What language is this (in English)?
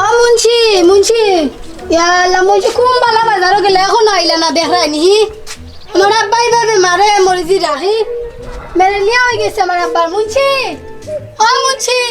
Sylheti